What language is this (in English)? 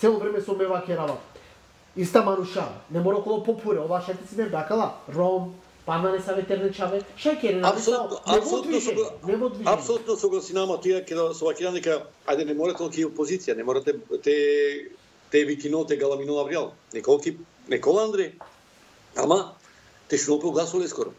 Macedonian